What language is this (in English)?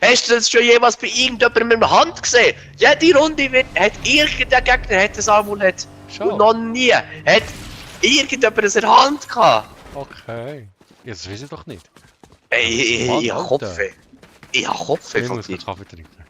Swiss German